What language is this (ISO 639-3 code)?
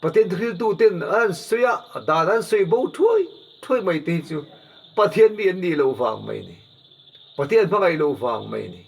lus